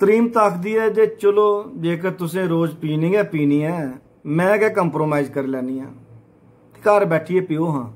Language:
Dogri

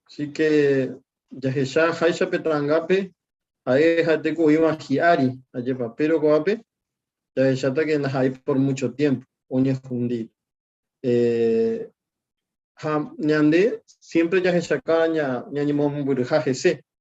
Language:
Guarani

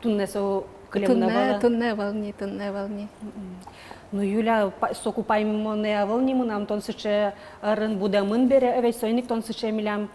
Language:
Udmurt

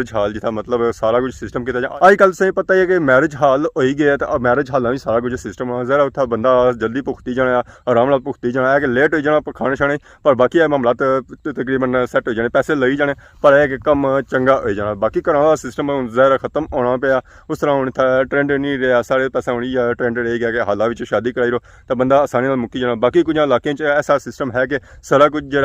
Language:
Pahari-Potwari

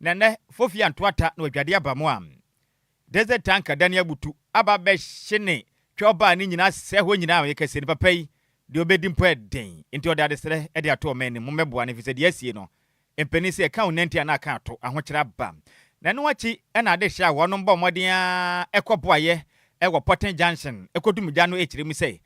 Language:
Akan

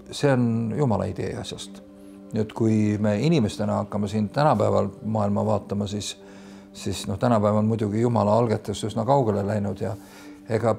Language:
Estonian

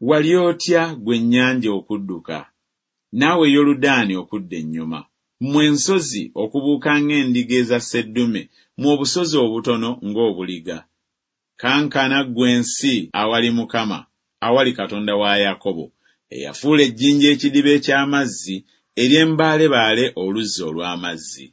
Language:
Ganda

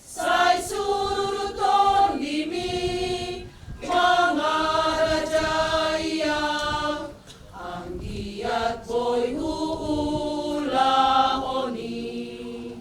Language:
Batak Toba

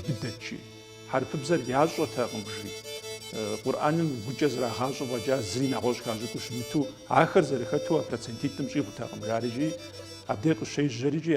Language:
Kabardian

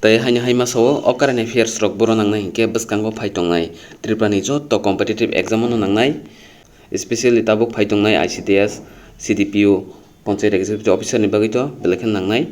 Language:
Kok Borok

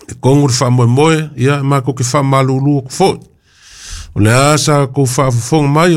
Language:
Samoan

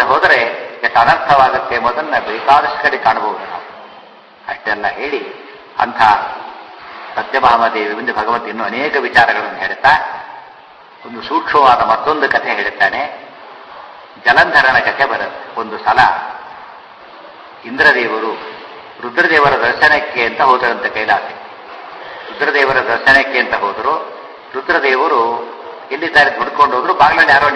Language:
Kannada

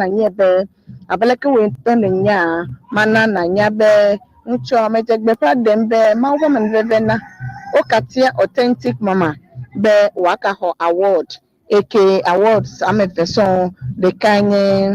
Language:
Ewe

